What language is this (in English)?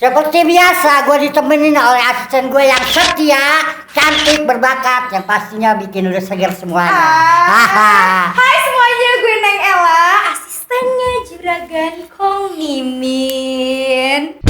Betawi